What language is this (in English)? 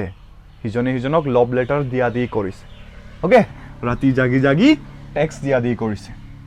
Assamese